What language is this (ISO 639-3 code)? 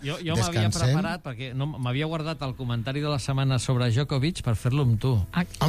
cat